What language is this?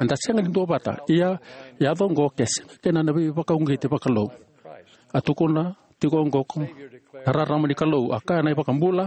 Fijian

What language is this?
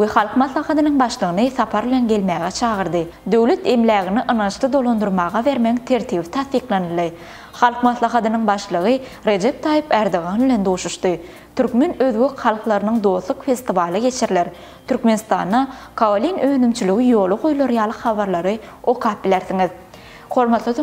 Turkmen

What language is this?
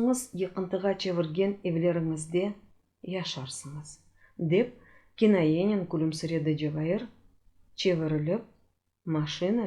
Crimean Tatar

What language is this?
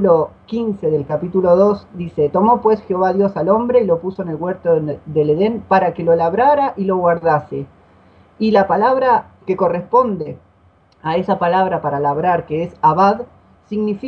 Spanish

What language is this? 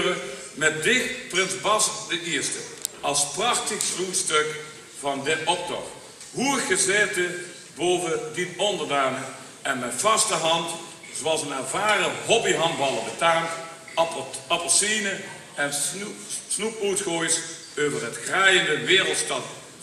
Limburgish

